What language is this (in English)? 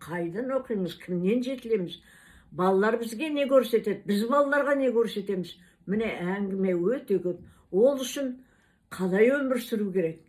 Kazakh